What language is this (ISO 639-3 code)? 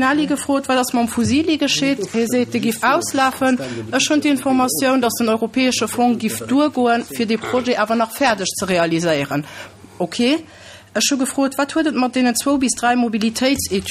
ltz